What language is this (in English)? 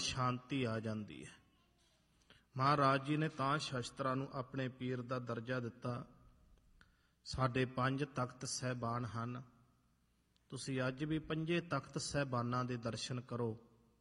Punjabi